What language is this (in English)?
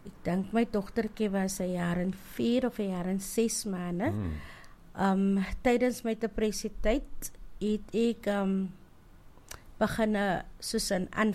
Afrikaans